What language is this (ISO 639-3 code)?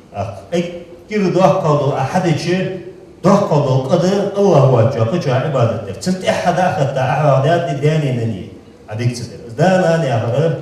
inh